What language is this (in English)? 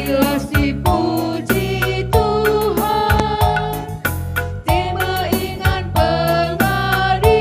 Batak Karo